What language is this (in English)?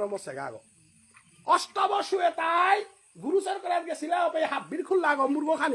Bishnupriya